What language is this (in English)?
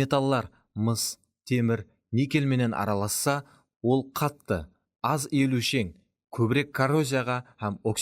Kara-Kalpak